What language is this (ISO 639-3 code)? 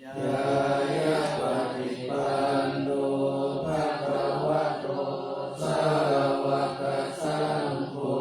pli